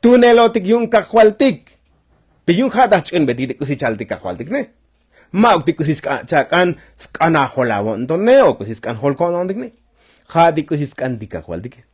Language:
Tzotzil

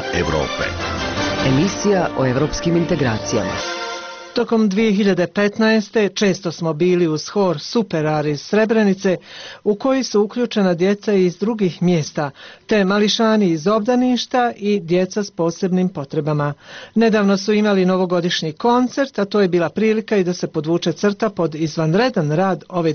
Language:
Bosnian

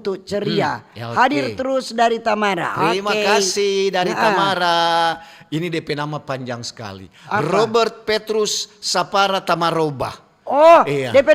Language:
Manado Malay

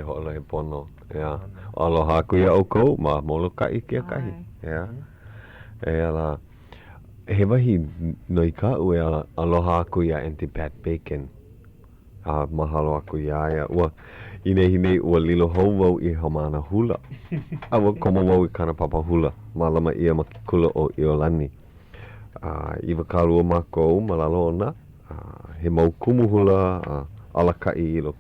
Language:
Hawaiian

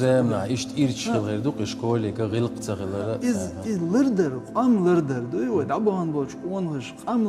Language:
Chechen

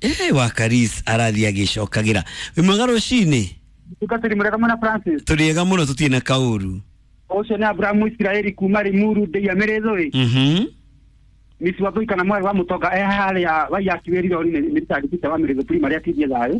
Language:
Kikuyu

